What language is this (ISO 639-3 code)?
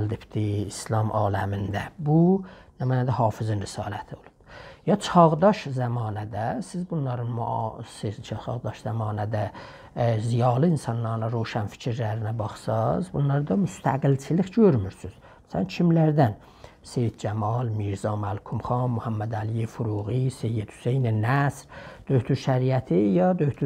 azb